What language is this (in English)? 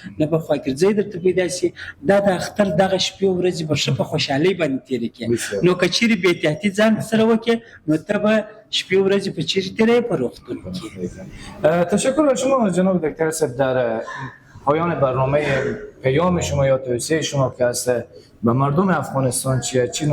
Persian